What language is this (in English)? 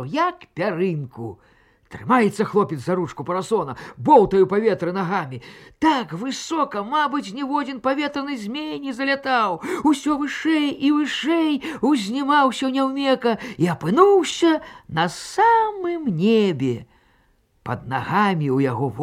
Belarusian